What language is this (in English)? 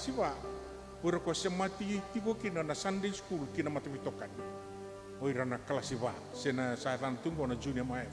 Fijian